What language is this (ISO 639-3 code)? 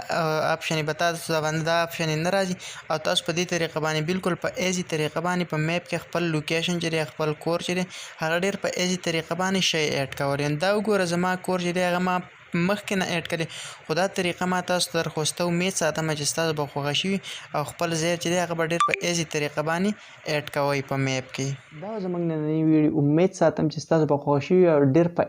pus